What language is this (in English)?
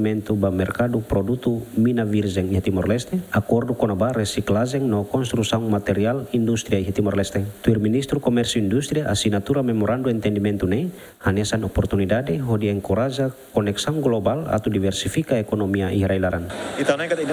Tetum